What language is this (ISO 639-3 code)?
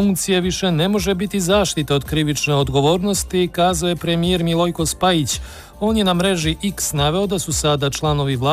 srp